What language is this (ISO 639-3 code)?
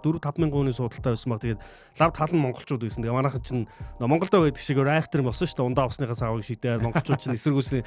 mon